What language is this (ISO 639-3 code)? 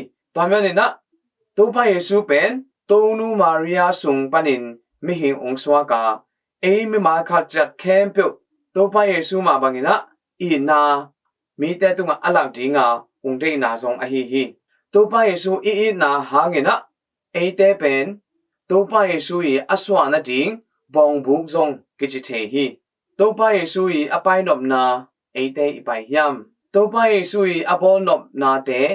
ctd